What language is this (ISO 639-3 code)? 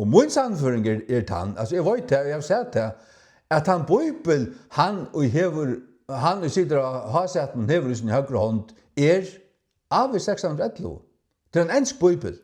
fao